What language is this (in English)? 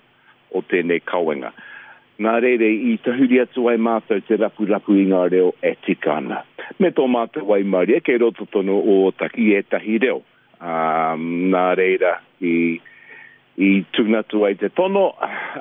Māori